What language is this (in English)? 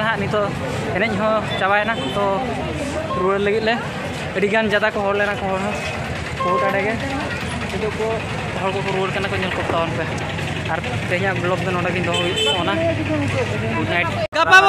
Santali